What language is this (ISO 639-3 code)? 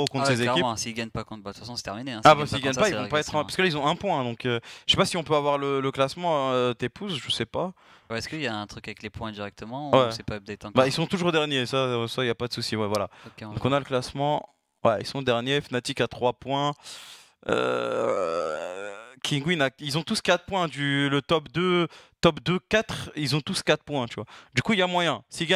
fra